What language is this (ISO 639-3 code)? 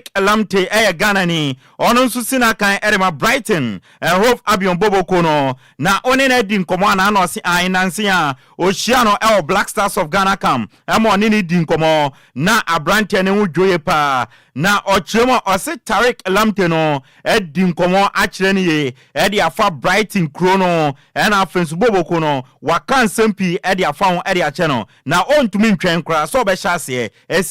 aka